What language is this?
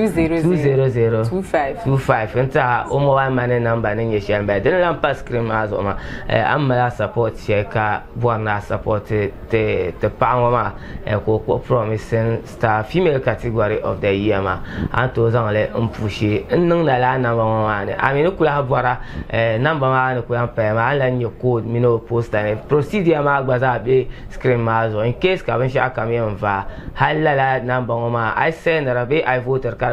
Dagbani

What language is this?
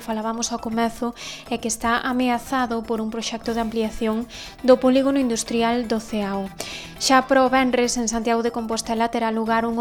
Galician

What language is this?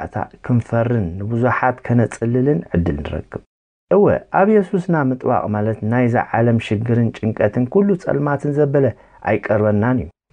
Tigrinya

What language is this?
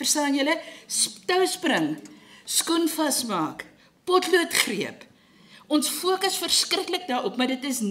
Afrikaans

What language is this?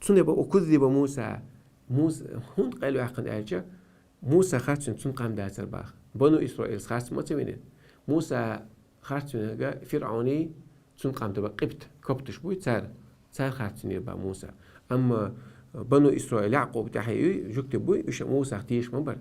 Chechen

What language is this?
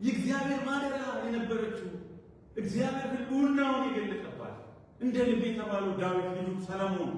Amharic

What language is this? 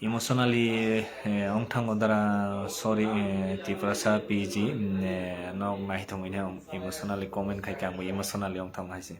Kok Borok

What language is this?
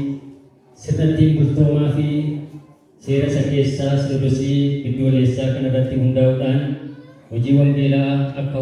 Oromo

